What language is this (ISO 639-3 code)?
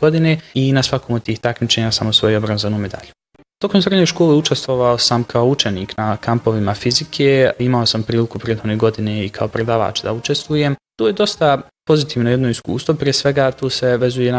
bos